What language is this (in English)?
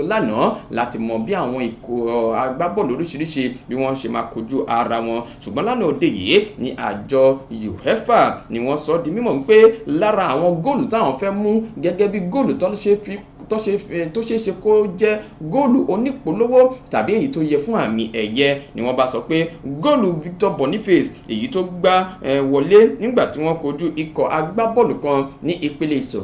Yoruba